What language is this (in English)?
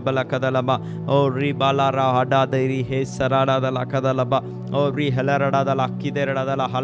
Tamil